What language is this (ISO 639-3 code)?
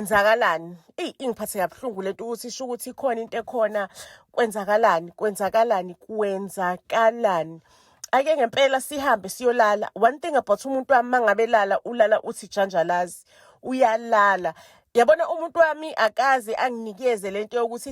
zul